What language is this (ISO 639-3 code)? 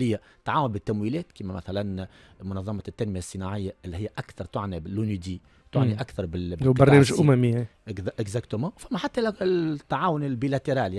aeb